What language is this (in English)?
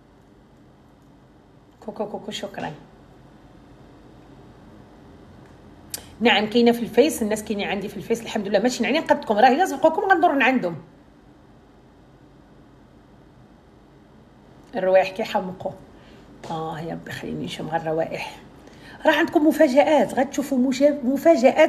Moroccan Arabic